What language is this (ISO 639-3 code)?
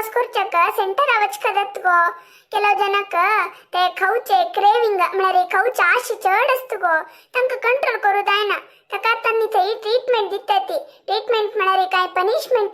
kok